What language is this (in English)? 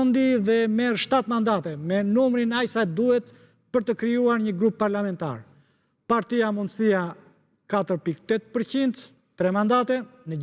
Albanian